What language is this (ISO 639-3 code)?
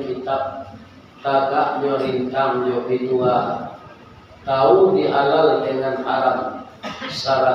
min